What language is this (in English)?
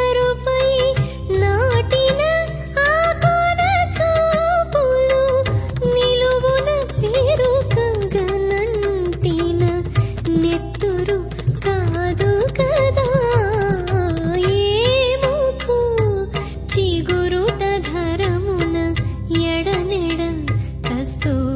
Telugu